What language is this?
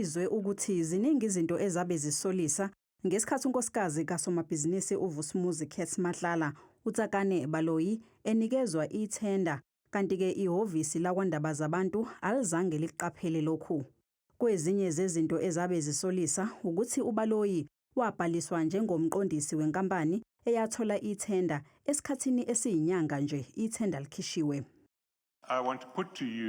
Zulu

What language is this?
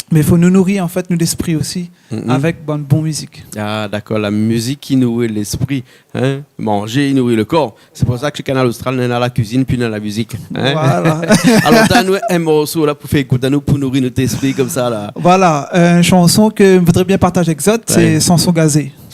Réunion Creole French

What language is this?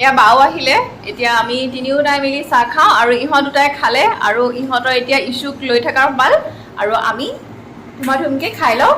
Assamese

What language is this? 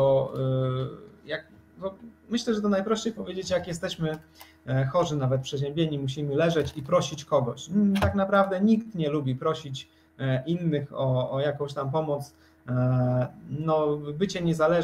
Polish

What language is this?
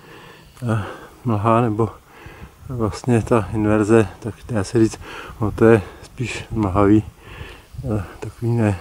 Czech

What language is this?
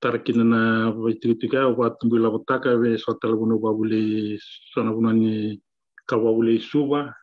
Fijian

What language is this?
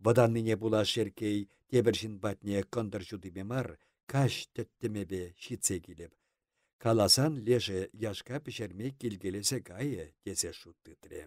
Chuvash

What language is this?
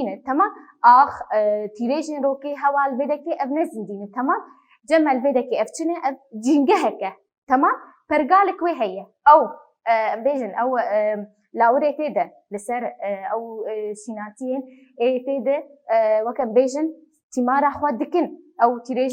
Kurdish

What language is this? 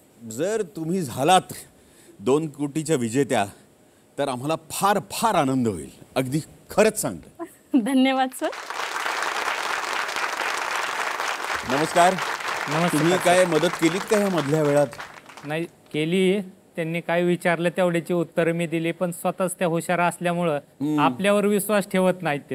Marathi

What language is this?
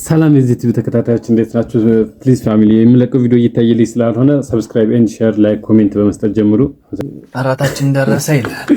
Amharic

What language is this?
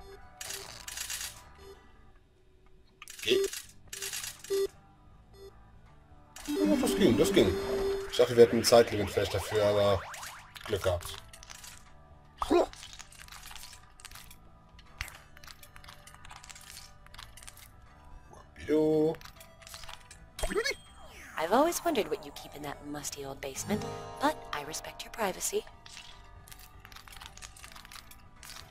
German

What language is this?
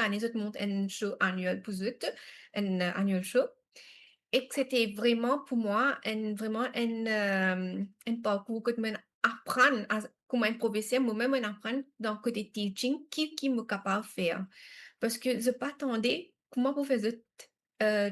Morisyen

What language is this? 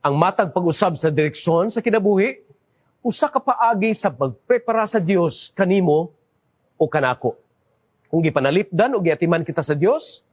Cebuano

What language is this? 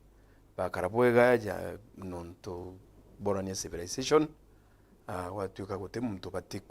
Meru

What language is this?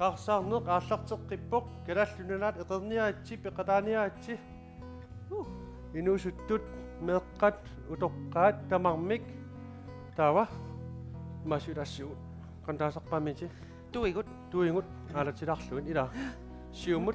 Kalaallisut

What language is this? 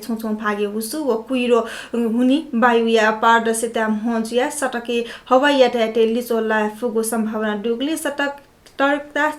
Newari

